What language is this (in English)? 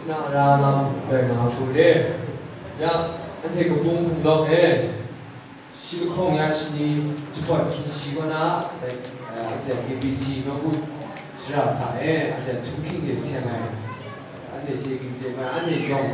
Kachin